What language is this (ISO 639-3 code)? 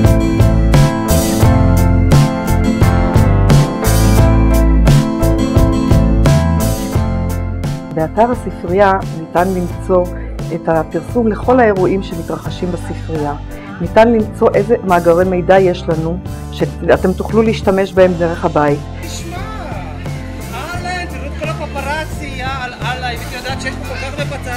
heb